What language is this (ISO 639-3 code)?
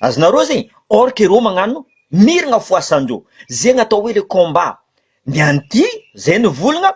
mlg